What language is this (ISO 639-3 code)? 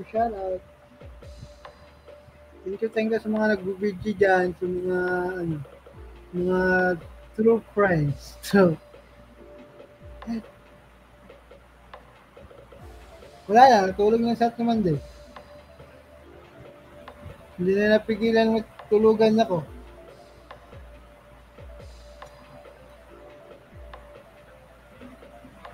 fil